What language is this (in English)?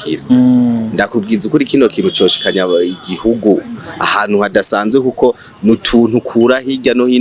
Rundi